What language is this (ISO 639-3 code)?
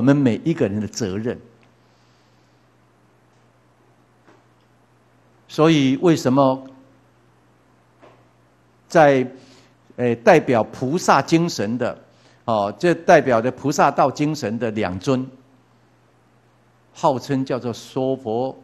zho